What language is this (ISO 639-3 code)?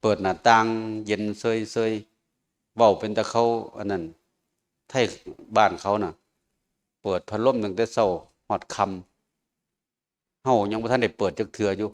tts